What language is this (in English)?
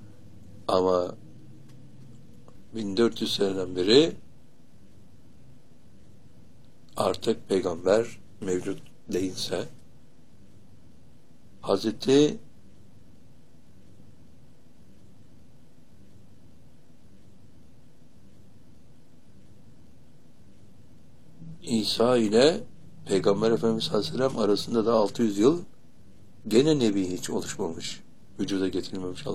Turkish